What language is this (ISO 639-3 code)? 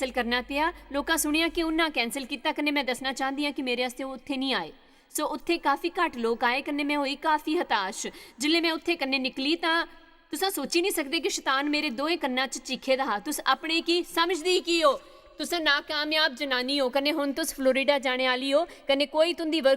doi